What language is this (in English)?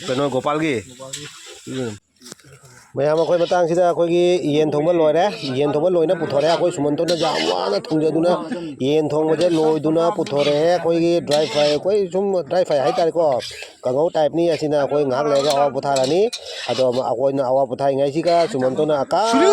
Manipuri